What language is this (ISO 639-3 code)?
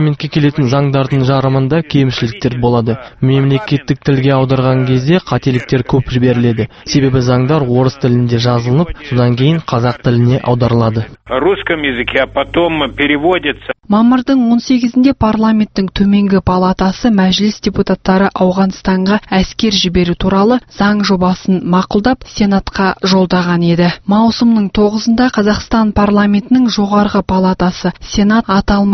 kaz